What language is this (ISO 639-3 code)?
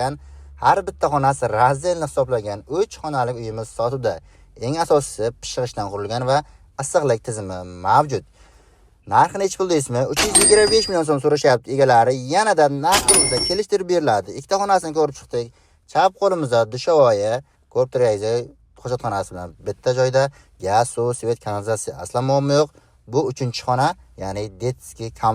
uzb